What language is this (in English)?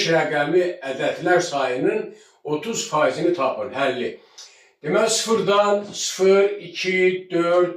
Azerbaijani